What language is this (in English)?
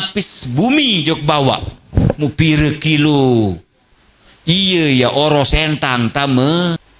Sasak